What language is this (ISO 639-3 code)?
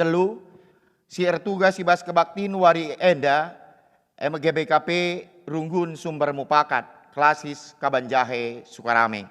btx